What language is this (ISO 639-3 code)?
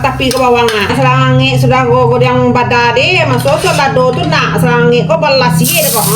min